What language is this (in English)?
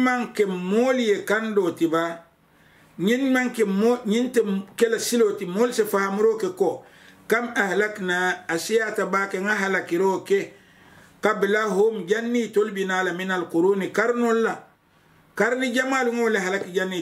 Mandingo